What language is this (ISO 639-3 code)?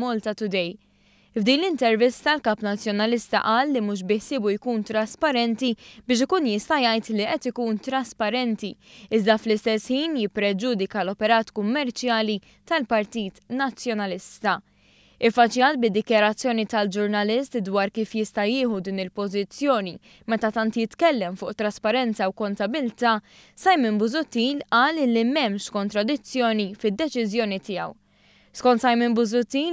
mlt